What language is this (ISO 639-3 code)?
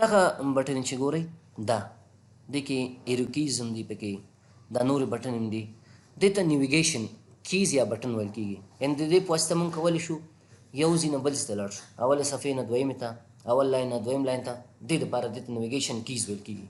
pus